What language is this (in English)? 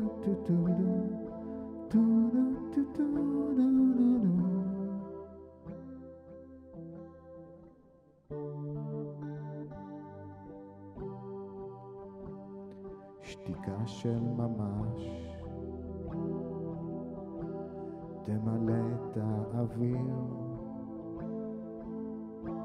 Hebrew